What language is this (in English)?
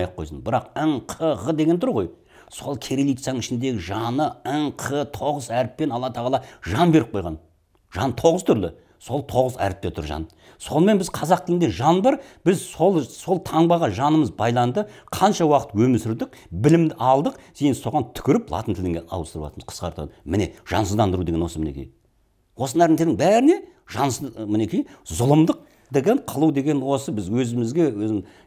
Kazakh